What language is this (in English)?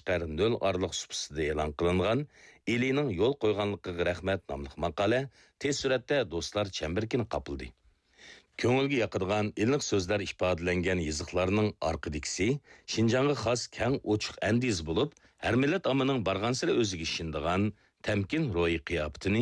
Uyghur